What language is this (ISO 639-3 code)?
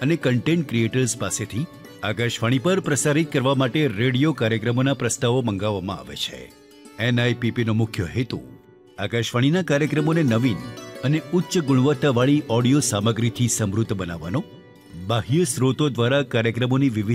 guj